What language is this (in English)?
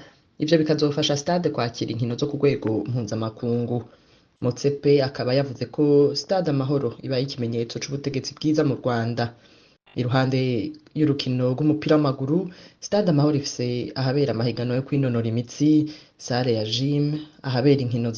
Rundi